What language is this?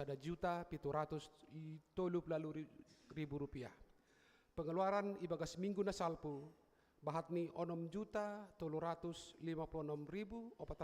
Batak Simalungun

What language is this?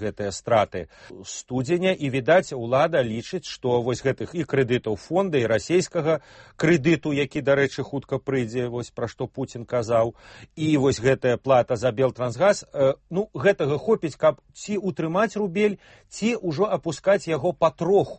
Belarusian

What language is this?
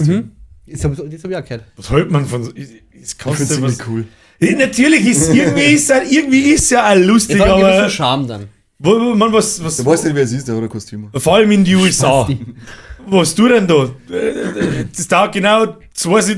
Bavarian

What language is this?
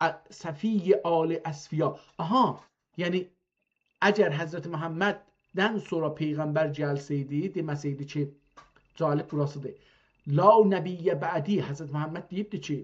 South Azerbaijani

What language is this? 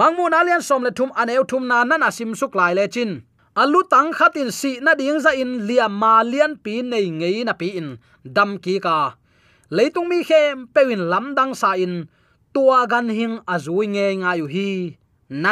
Tedim Chin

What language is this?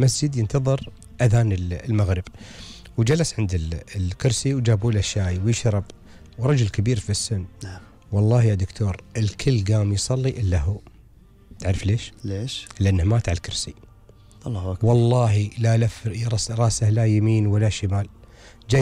Gulf Arabic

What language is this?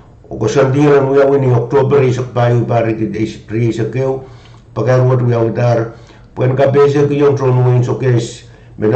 Pohnpeian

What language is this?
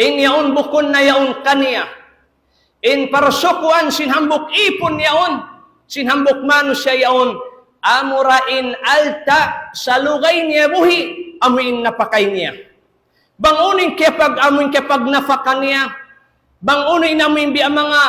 Tausug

